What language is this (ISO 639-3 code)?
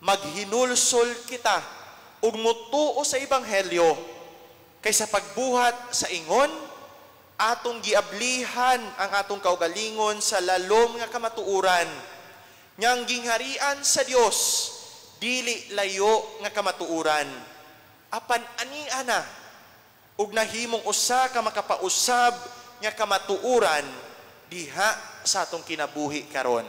ceb